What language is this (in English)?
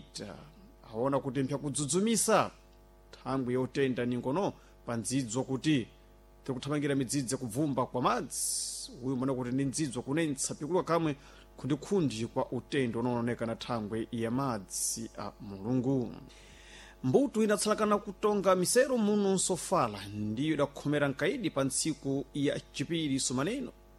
Sena